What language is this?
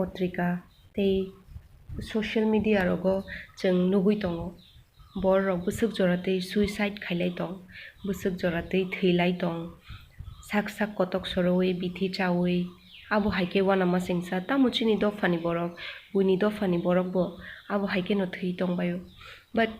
Kok Borok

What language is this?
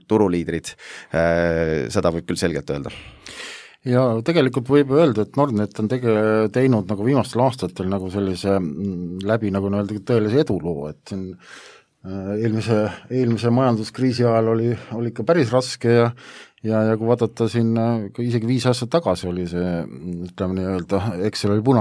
Estonian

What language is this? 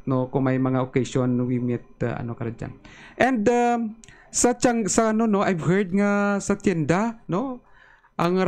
Hiligaynon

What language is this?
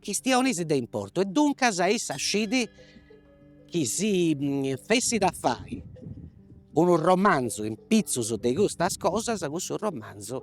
Sardinian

